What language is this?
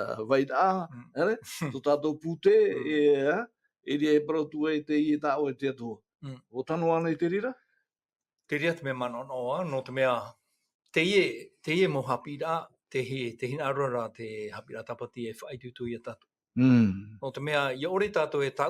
Tahitian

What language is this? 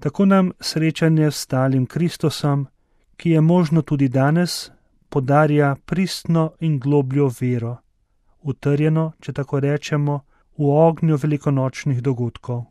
Slovenian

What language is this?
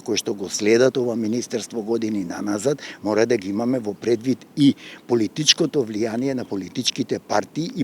Macedonian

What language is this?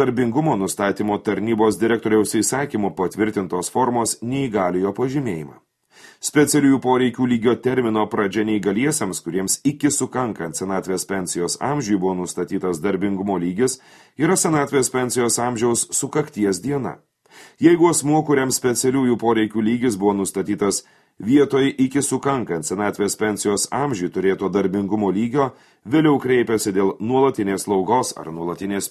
Lithuanian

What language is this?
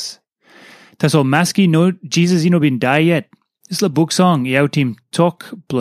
Tok Pisin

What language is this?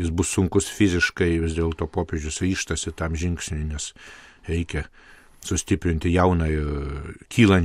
Lithuanian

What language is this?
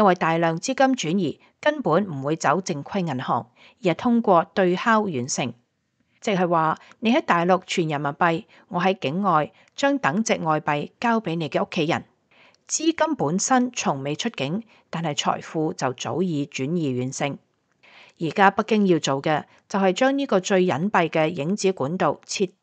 Cantonese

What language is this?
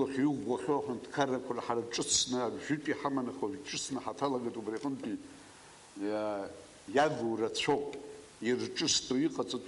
Abkhazian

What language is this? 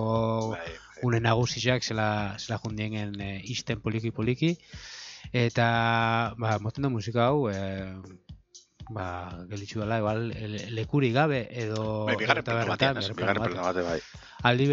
Basque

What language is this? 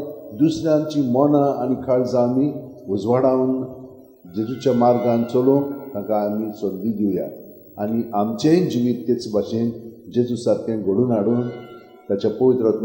Konkani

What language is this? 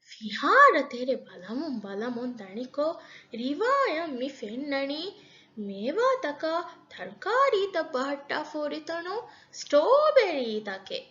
Divehi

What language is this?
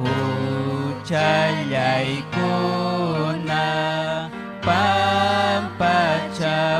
Ayacucho Quechua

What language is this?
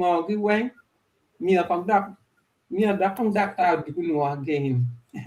Acoli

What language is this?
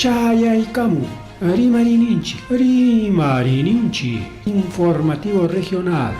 Ayacucho Quechua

